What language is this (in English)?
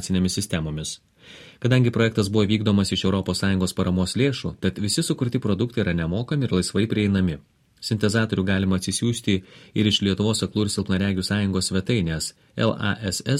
Lithuanian